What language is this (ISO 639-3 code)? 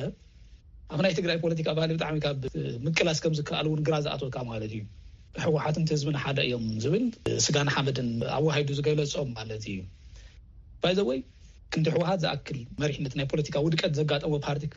tir